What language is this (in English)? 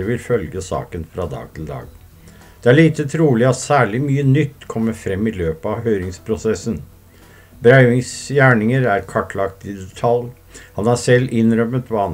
Norwegian